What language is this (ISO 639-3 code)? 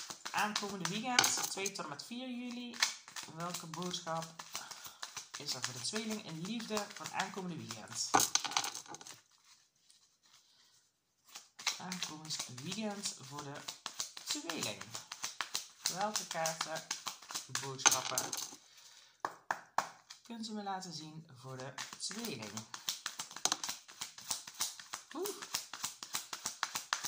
nld